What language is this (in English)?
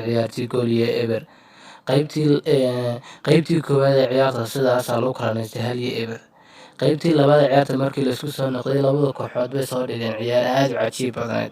Somali